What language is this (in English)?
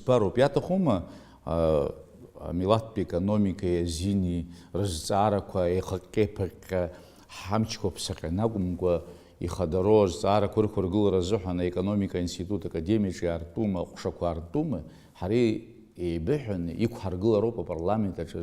Abkhazian